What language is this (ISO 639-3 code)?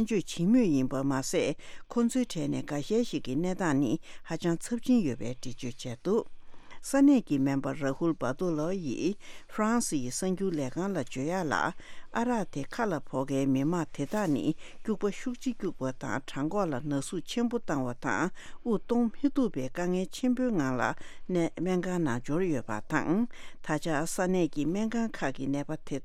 bod